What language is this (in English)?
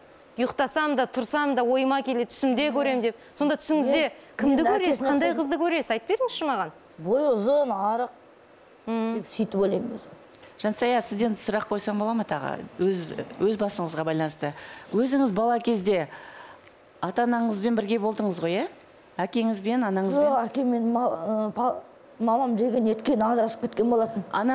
Kazakh